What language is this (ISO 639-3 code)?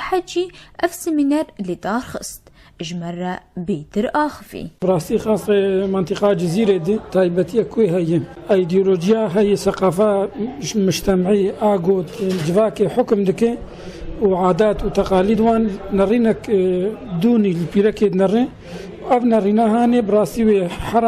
kur